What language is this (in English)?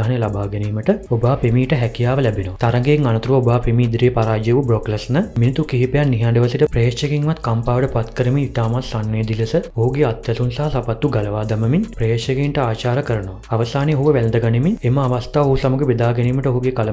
Sinhala